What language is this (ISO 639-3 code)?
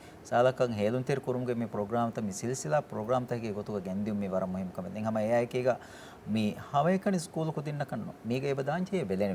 div